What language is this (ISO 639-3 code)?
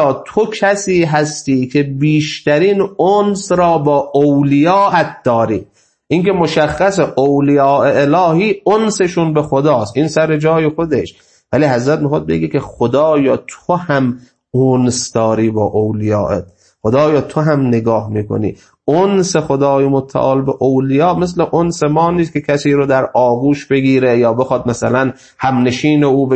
fas